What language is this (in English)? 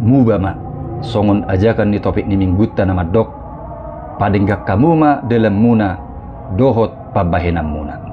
Batak Toba